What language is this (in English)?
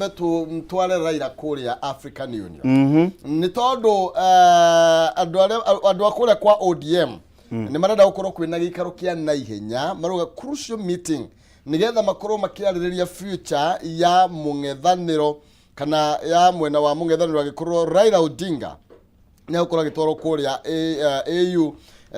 Kikuyu